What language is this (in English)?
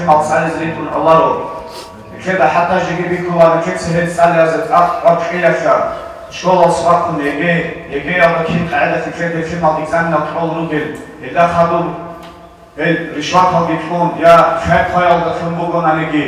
Avaric